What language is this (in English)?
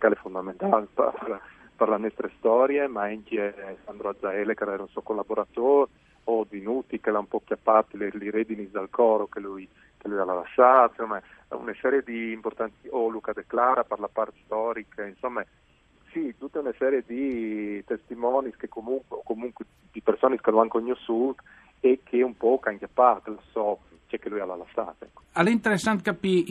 Friulian